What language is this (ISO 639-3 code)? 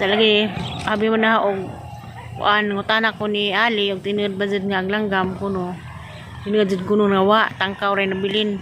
ceb